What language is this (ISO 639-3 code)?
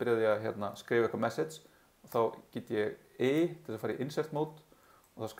isl